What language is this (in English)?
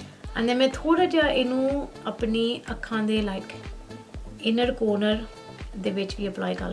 Punjabi